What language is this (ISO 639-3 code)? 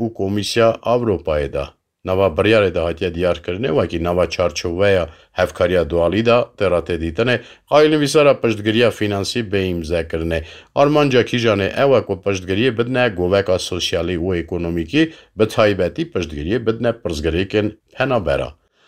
kur